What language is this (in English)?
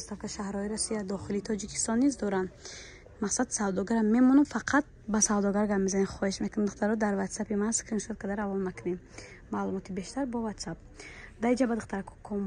Tajik